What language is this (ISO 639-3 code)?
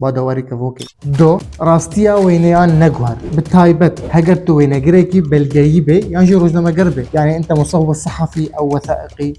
kur